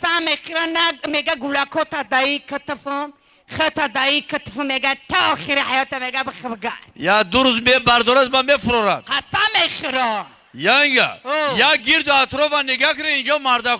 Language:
Tajik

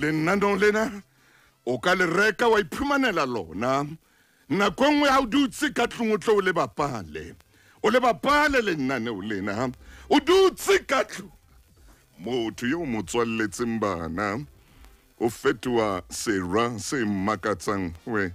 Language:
Southern Sotho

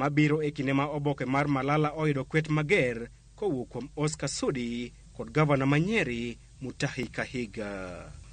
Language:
Luo (Kenya and Tanzania)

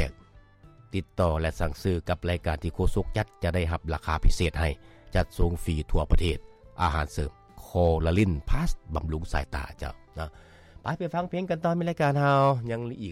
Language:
Lao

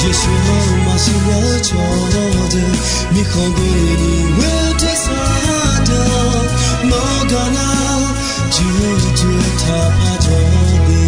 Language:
Akha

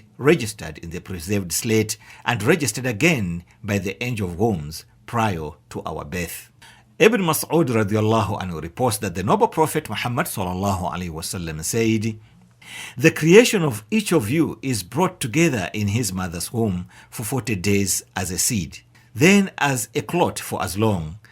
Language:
English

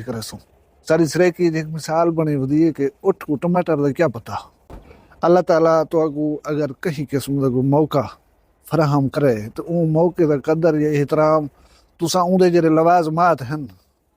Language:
Saraiki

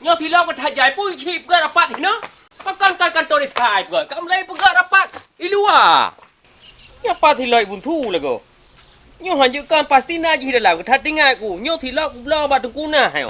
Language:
Achinese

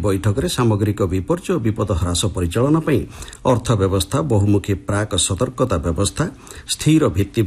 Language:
Odia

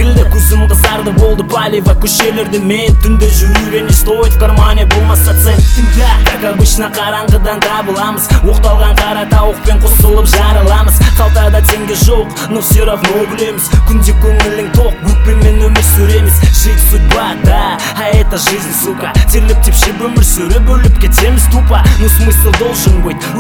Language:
Kazakh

